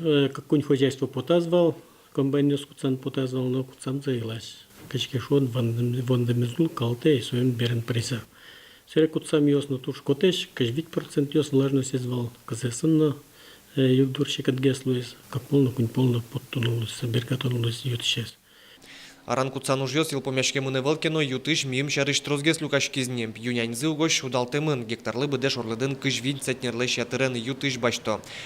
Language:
Udmurt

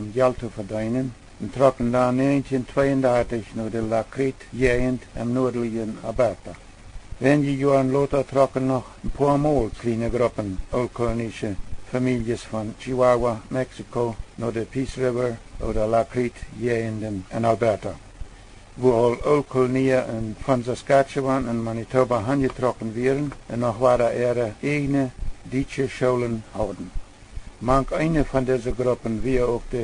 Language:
Plautdietsch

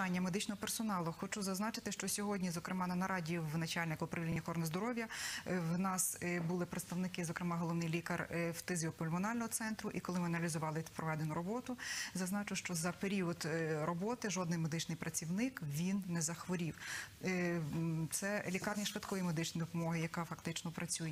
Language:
Ukrainian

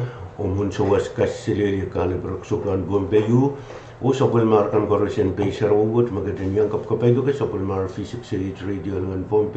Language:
Pohnpeian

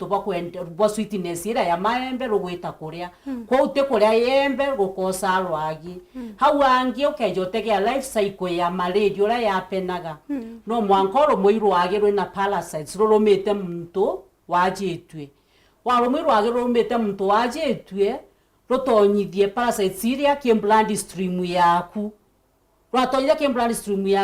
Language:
Meru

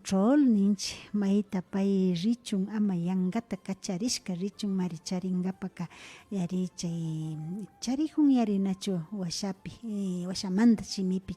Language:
Imbabura Highland Quichua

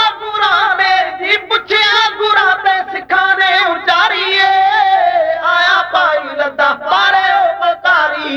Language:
Punjabi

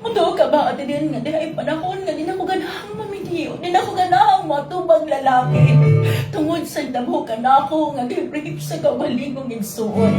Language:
Cebuano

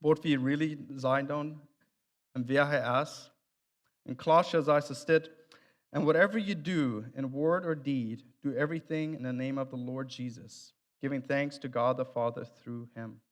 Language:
Plautdietsch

